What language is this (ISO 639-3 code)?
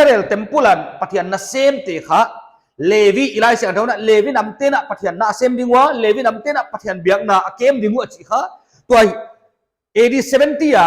pck